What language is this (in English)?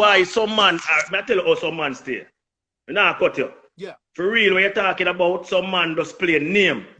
Jamaican Creole English